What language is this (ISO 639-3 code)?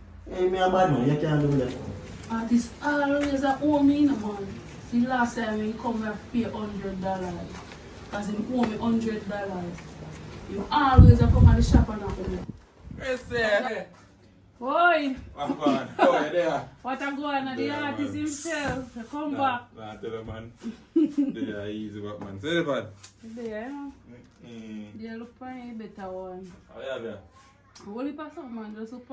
jam